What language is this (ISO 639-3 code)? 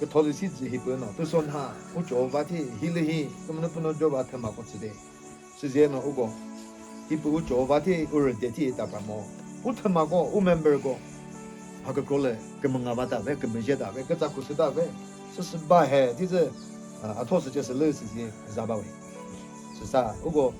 nri